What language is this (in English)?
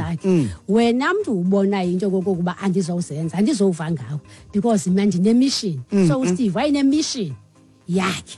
Xhosa